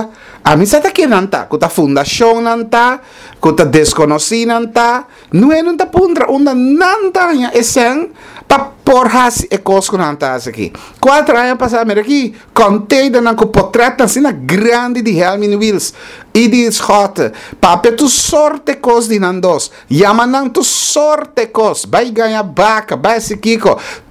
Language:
Papiamento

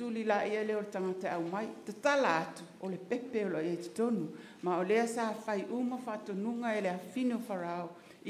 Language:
Samoan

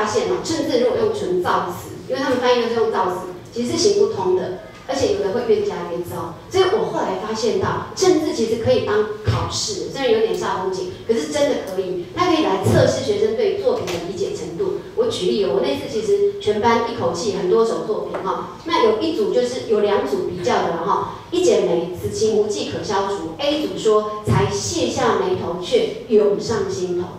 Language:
Chinese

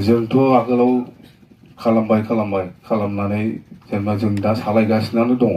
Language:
Bodo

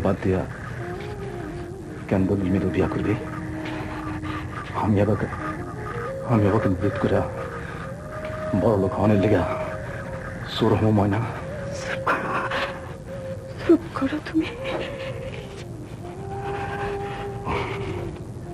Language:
Bangla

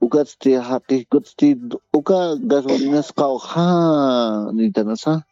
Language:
Aymara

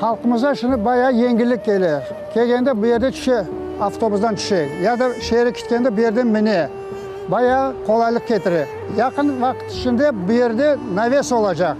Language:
Crimean Tatar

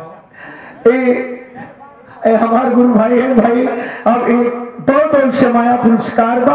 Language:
Bhojpuri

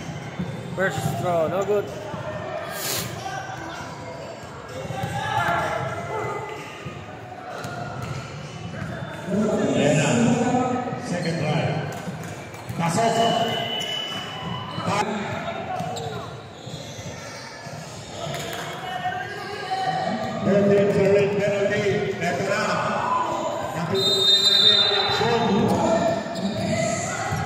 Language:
Filipino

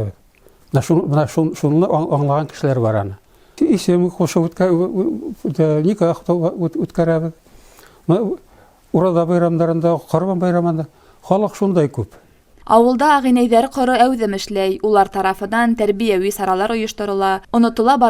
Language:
Bashkir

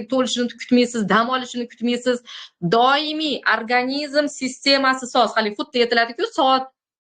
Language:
Uzbek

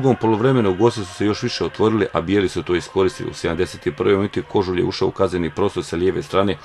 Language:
Croatian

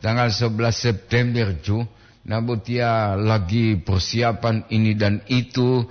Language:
Gorontalo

